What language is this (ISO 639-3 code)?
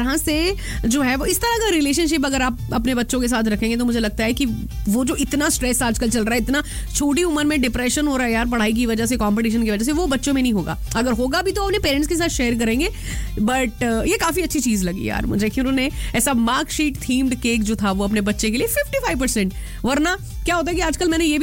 hin